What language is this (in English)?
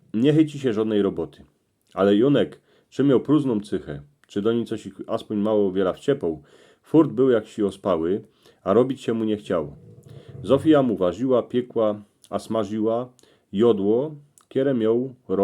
Silesian